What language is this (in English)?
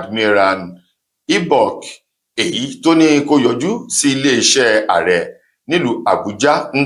Yoruba